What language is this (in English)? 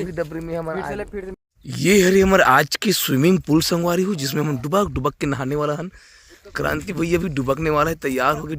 Chhattisgarhi